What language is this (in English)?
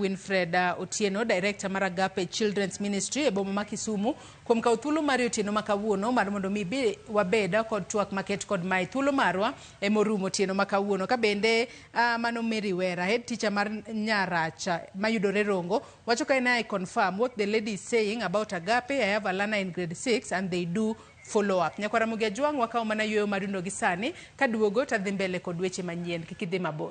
Luo (Kenya and Tanzania)